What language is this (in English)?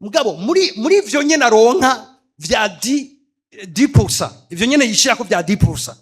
Rundi